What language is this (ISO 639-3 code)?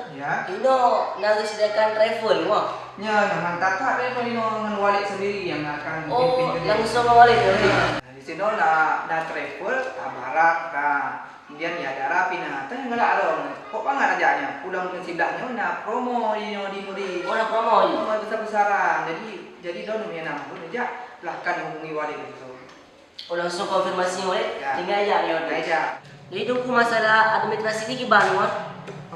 ace